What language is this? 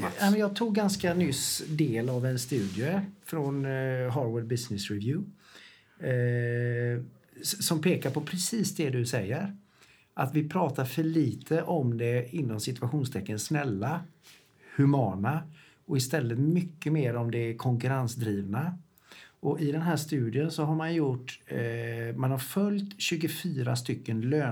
Swedish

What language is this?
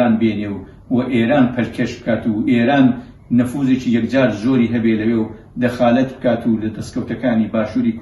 Central Kurdish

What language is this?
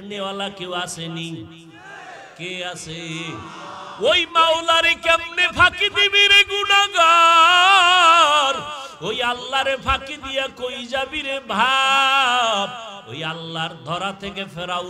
Bangla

